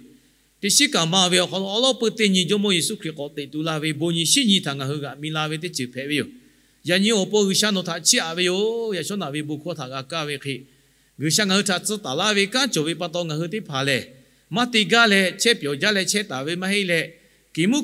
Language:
Lahu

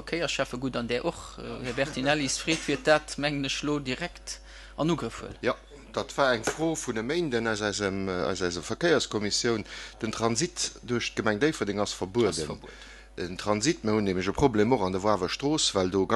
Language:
Luxembourgish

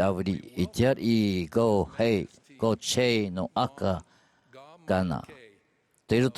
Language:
Tahitian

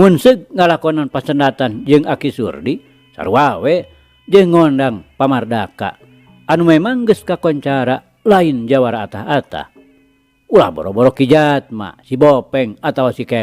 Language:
Sundanese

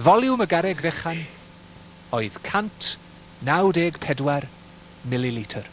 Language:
Welsh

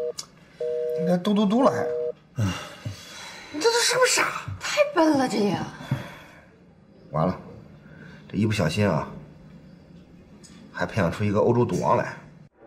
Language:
Chinese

